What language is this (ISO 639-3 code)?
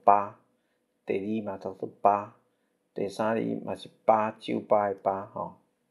nan